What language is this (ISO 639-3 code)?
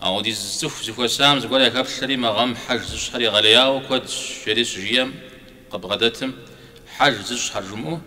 kbd